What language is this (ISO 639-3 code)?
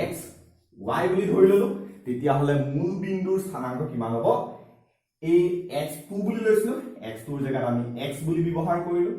asm